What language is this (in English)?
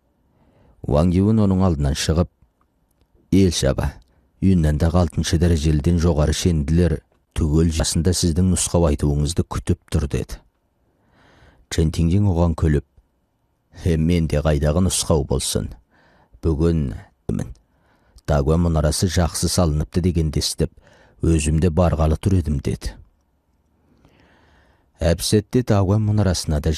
Kazakh